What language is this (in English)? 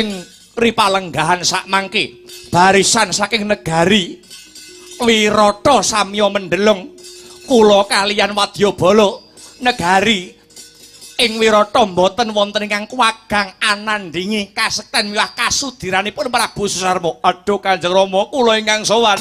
Javanese